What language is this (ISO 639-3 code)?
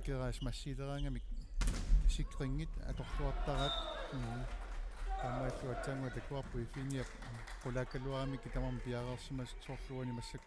kal